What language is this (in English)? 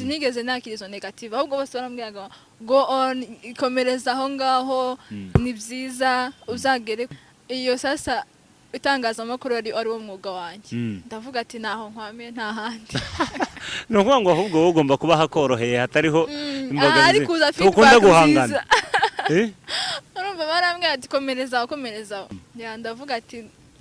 Kinyarwanda